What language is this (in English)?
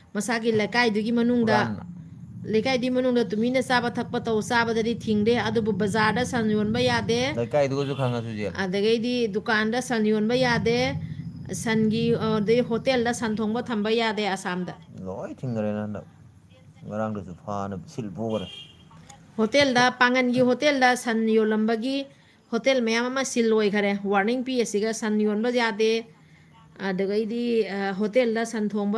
Manipuri